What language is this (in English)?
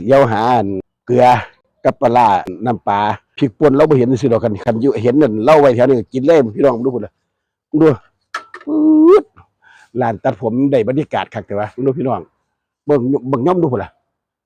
Northeastern Thai